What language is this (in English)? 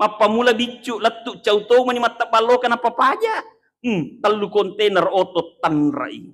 Buginese